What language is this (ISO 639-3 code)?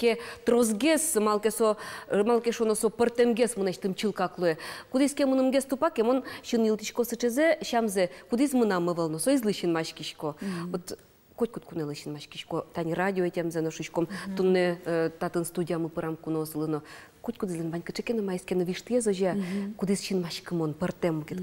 udm